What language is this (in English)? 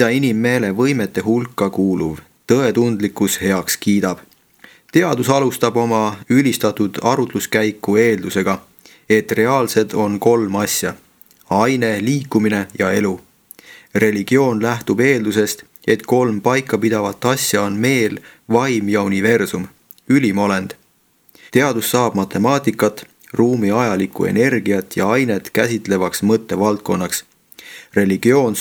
Estonian